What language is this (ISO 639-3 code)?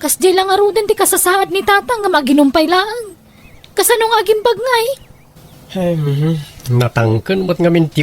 ilo